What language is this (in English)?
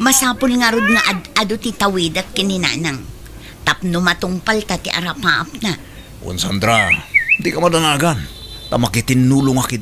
Iloko